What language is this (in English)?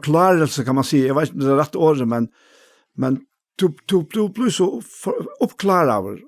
Faroese